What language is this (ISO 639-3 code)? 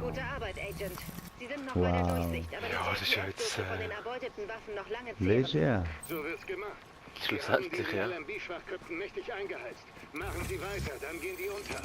gsw